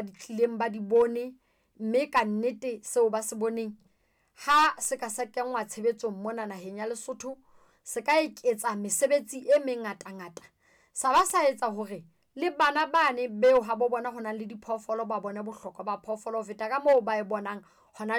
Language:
Southern Sotho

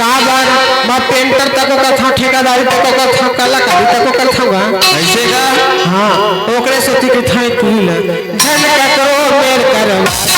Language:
Chhattisgarhi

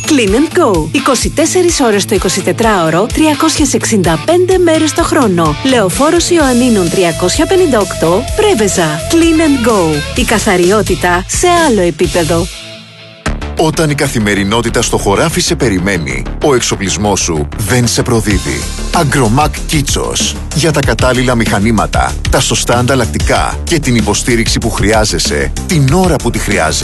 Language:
Greek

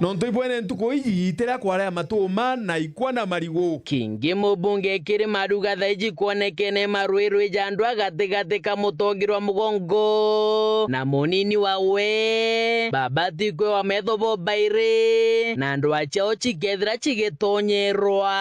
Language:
Meru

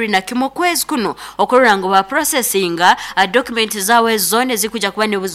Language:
Nyoro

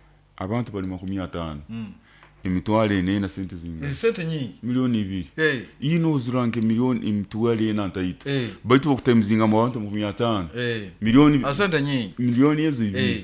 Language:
Nyoro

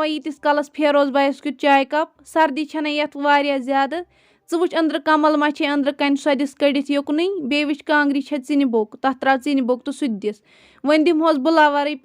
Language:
Kashmiri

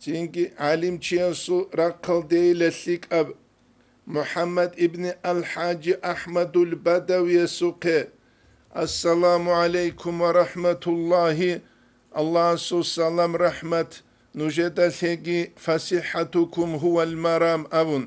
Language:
Avaric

